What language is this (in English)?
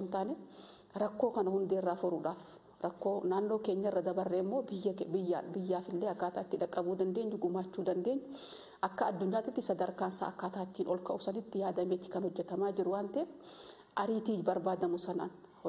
Oromo